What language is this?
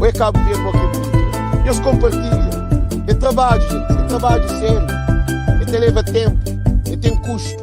Kabuverdianu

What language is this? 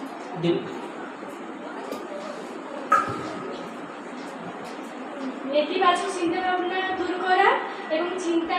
Bangla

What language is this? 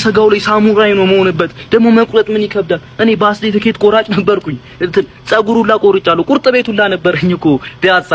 Amharic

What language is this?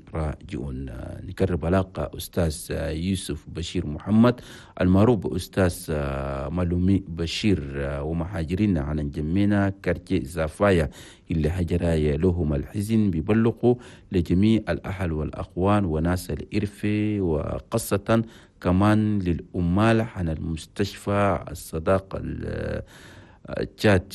Chadian Arabic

